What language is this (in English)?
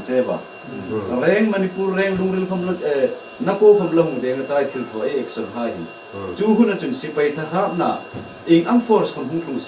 Hmar